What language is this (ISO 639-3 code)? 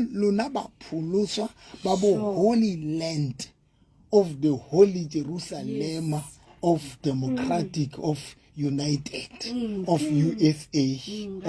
sot